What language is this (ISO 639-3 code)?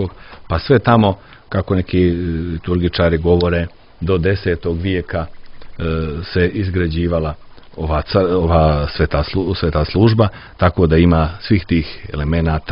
srp